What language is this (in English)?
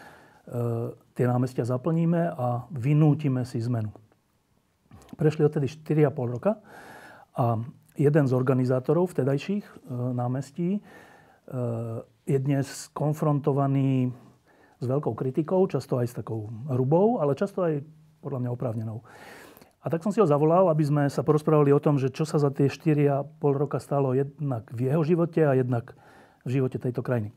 Slovak